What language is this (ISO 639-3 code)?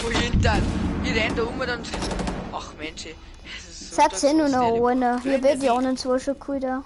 bar